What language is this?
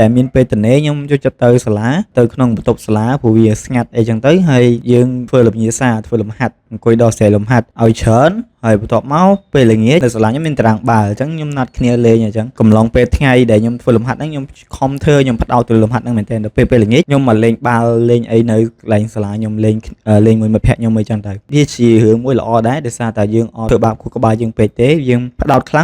Khmer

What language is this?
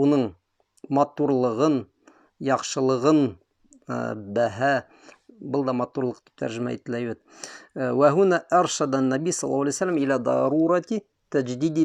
Bashkir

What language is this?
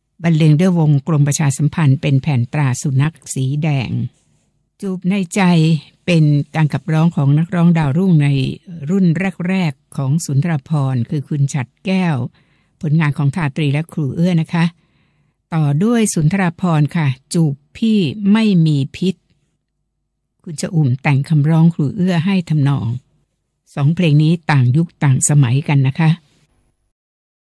Thai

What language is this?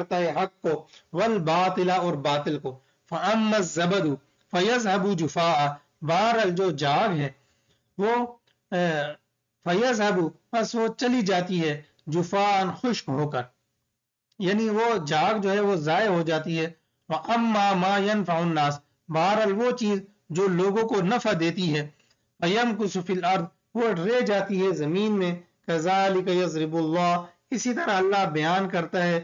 Urdu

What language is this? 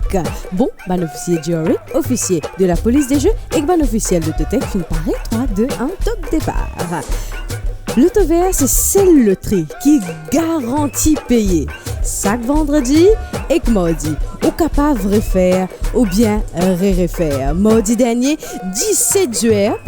Morisyen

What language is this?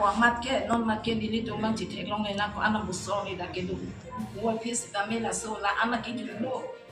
Karbi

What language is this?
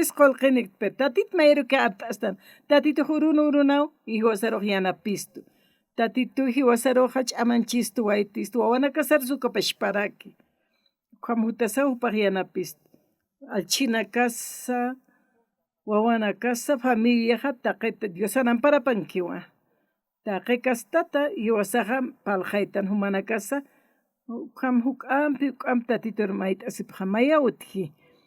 Aymara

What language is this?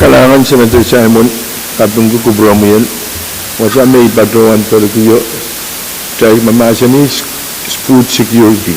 Pohnpeian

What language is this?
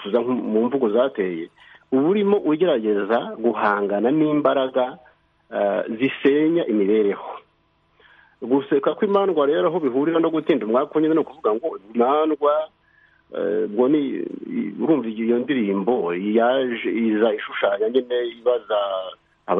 Kinyarwanda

